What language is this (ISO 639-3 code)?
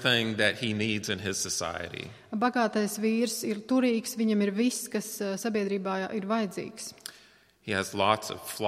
lav